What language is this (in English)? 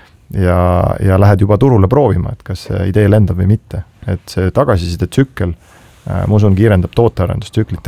Estonian